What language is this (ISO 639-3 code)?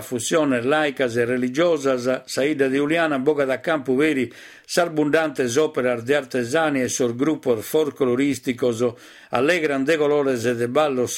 srd